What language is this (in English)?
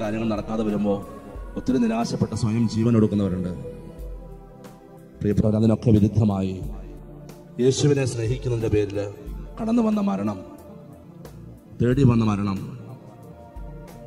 Malayalam